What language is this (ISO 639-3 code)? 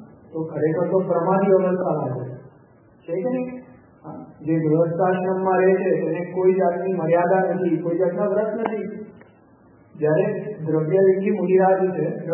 guj